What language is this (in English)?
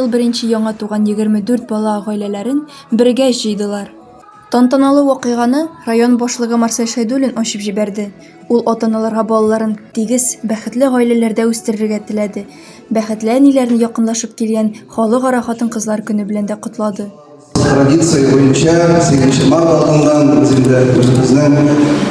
Tatar